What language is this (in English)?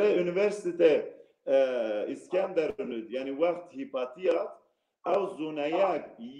Zaza